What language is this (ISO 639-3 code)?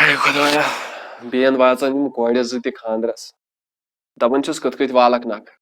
kas